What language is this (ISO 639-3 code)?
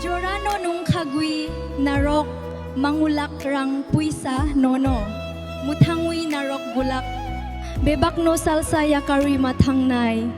trp